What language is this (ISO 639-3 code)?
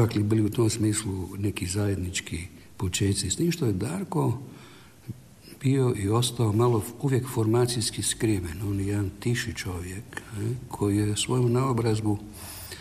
hrv